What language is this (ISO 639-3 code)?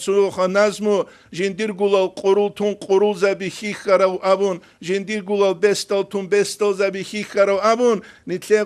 ava